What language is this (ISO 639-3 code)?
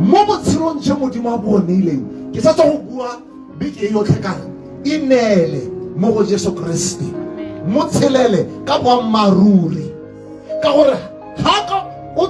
tsn